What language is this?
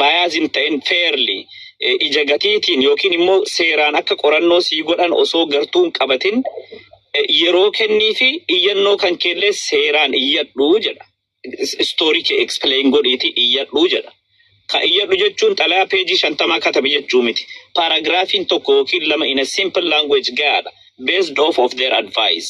Oromo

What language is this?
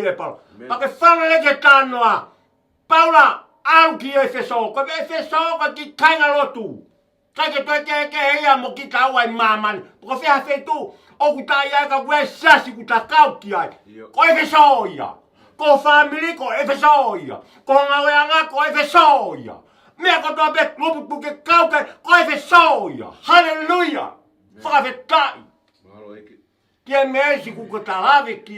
Tongan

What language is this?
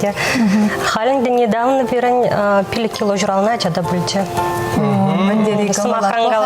Chuvash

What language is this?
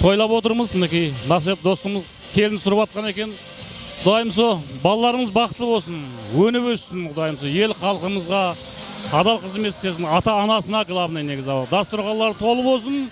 Kara-Kalpak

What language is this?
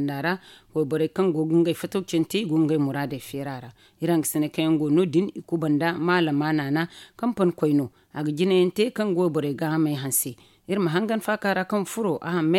Zarma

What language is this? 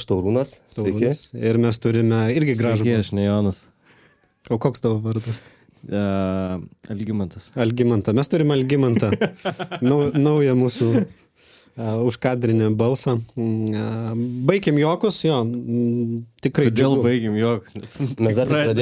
Lithuanian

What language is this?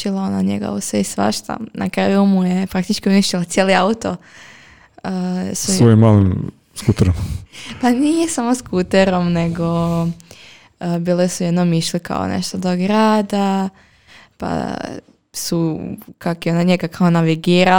Croatian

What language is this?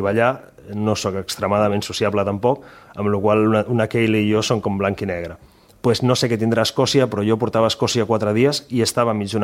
Catalan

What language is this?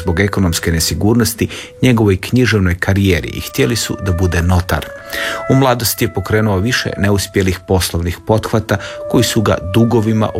Croatian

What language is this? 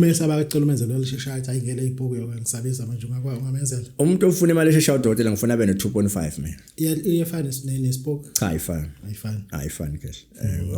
Zulu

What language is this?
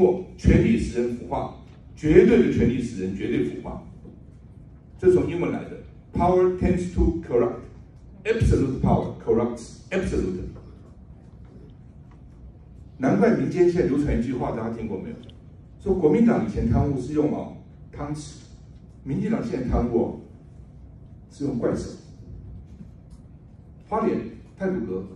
Chinese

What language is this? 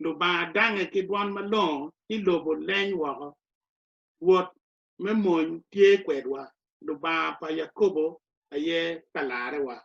Acoli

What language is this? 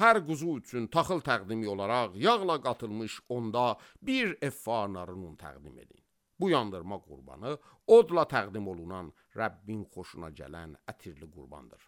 Azerbaijani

